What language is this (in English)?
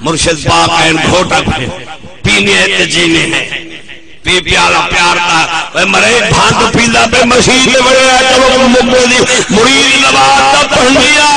Saraiki